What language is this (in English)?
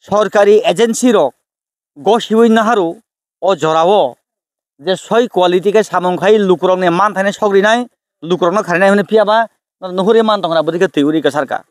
Kok Borok